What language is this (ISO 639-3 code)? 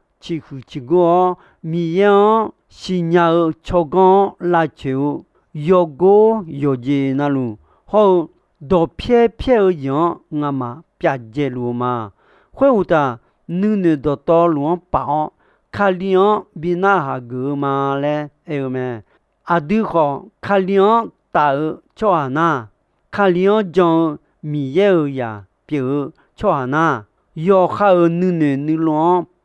ahk